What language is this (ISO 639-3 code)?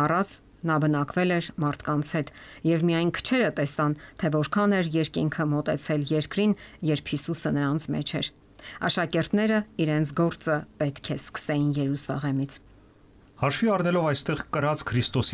hye